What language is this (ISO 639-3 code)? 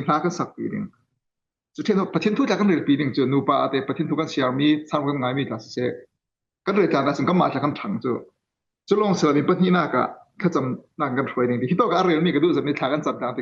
cfm